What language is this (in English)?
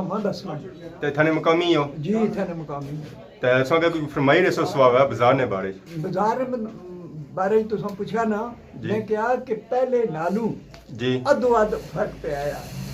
Pahari-Potwari